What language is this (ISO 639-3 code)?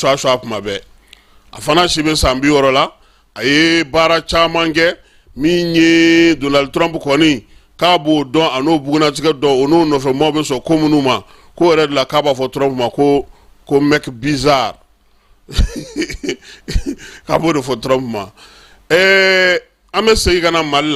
bam